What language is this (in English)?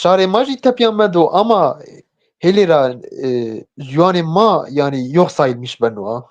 Zaza